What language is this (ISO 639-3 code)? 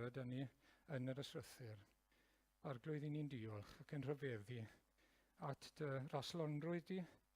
cym